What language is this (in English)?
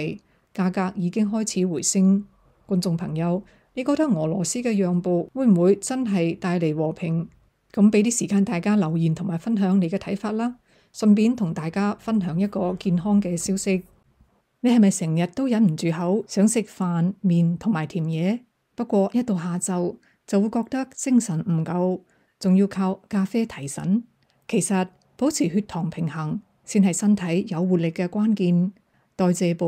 Cantonese